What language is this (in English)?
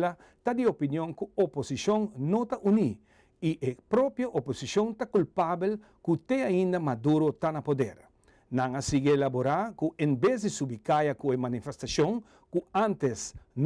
Papiamento